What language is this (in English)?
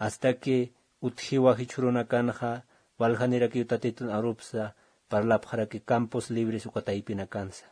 Aymara